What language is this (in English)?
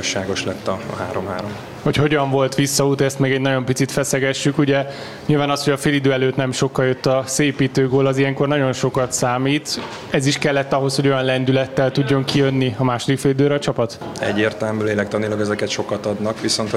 Hungarian